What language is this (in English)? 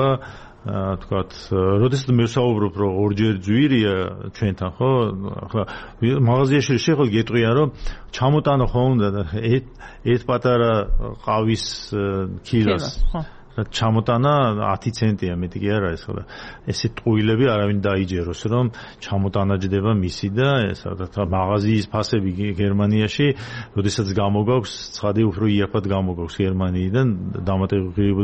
Georgian